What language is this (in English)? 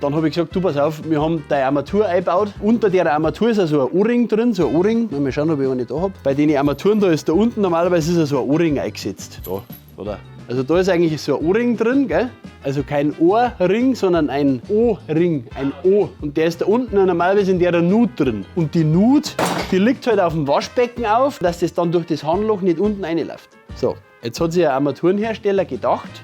Bavarian